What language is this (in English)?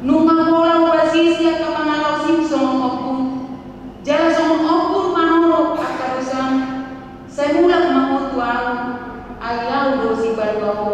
Batak Toba